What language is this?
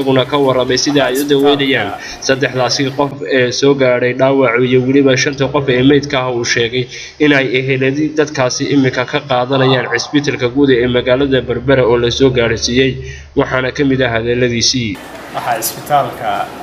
Somali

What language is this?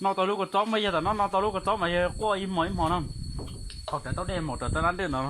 Hmong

